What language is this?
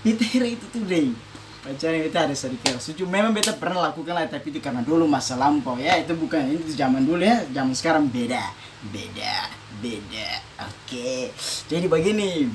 Ambonese Malay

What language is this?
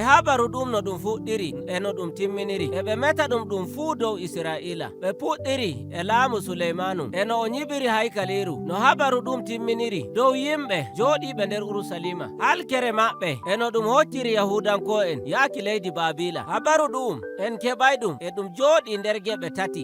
Nigerian Fulfulde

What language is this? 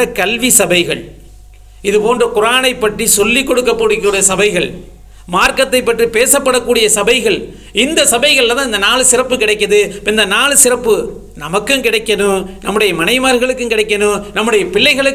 Tamil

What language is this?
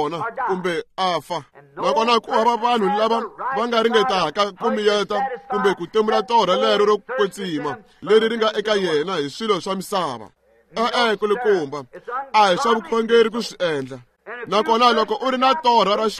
Tsonga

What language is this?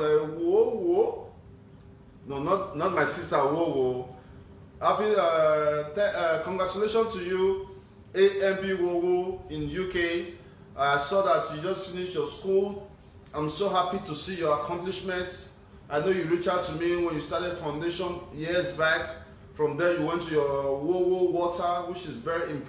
Nigerian Pidgin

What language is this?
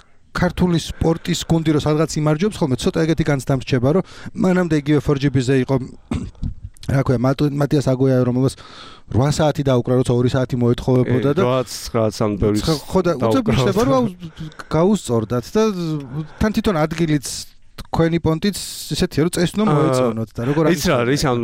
Georgian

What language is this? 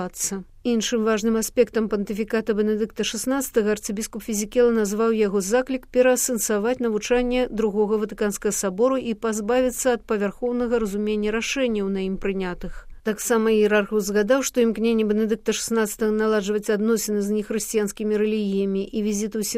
Belarusian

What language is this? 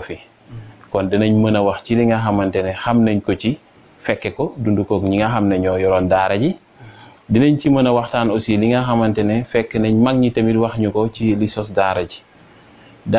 Wolof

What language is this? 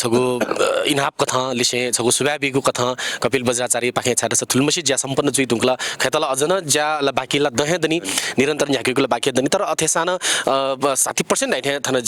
Newari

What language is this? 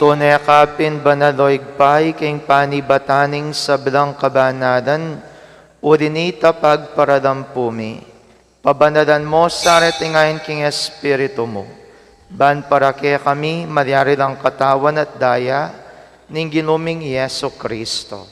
Pampanga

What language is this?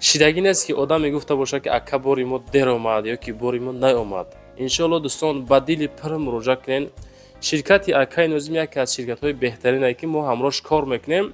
Tajik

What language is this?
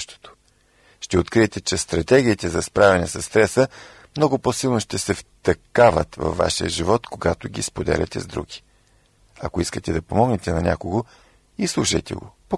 Bulgarian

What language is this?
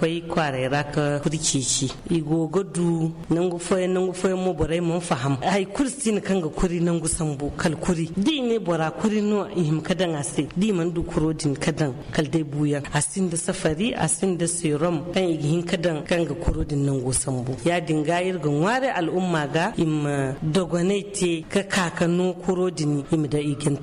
Zarma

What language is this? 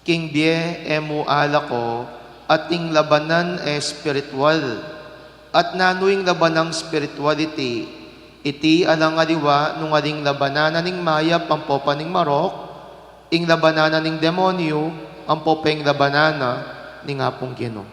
Pampanga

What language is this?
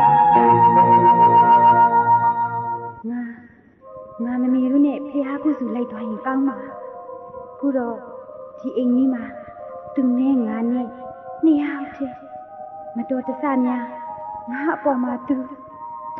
Burmese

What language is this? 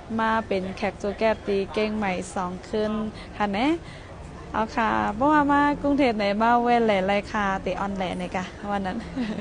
Shan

